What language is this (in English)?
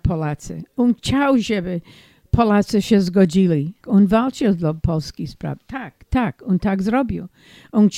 Polish